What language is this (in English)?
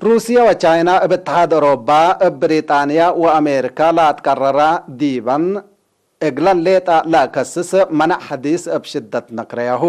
Tigre